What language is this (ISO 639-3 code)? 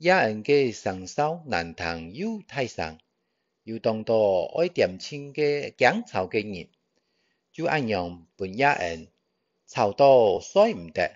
hak